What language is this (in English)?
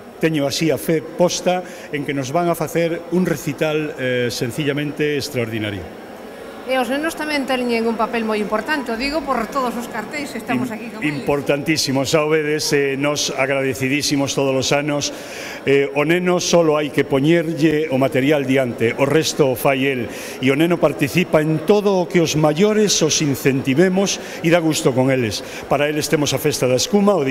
Galician